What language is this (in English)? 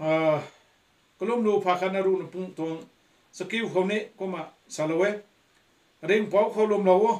Rongmei Naga